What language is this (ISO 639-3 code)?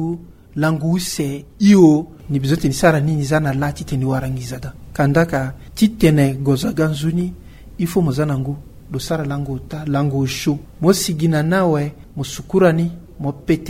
sag